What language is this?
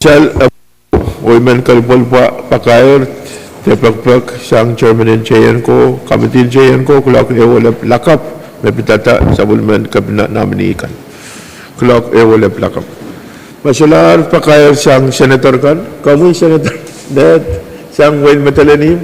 Pohnpeian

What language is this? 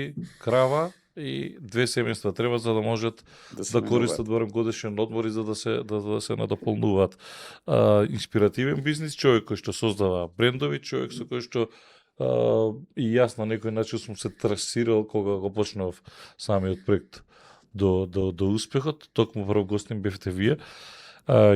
Macedonian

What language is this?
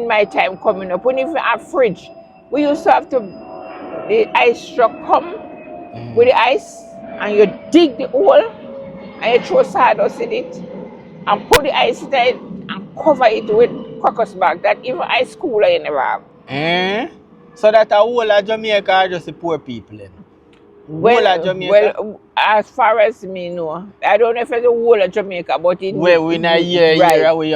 Jamaican Creole English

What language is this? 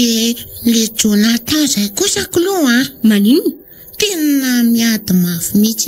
Malagasy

